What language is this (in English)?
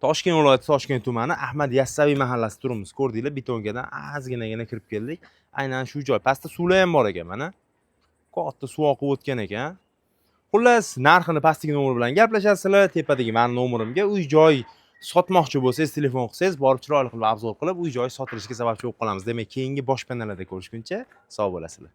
Uzbek